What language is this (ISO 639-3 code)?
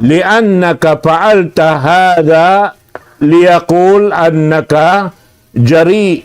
tsg